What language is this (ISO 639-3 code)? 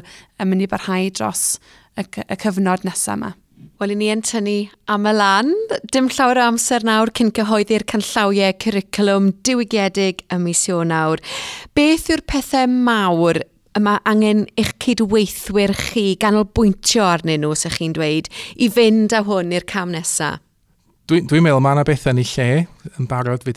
cym